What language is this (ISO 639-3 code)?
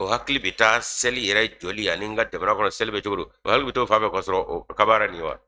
bam